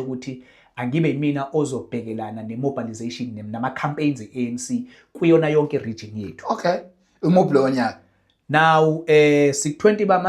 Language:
Zulu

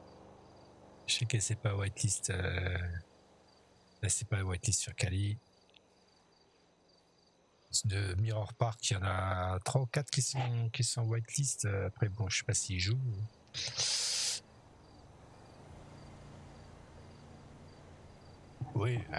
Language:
French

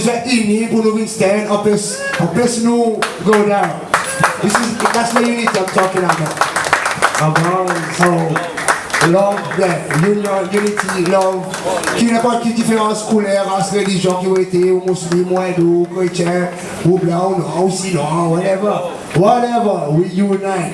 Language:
Seselwa Creole French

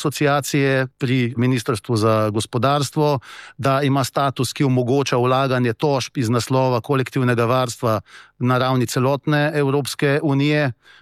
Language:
Slovenian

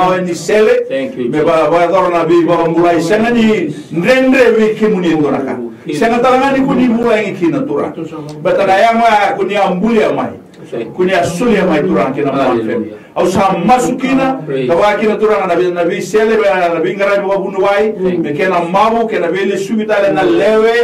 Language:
Fijian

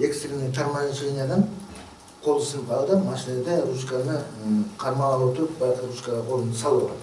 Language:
Kyrgyz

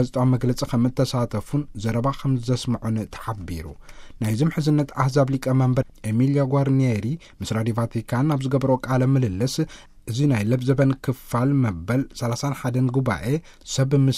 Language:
Tigrinya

